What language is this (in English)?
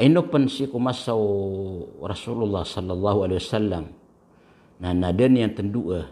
Maranao